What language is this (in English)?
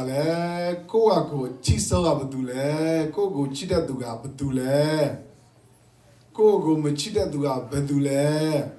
S'gaw Karen